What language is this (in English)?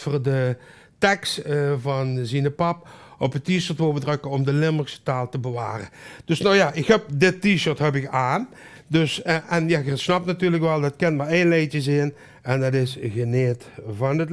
Limburgish